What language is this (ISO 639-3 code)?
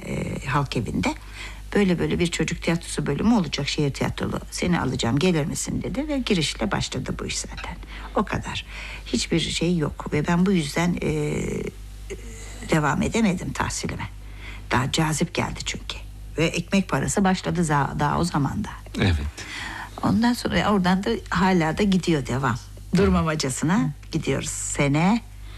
tur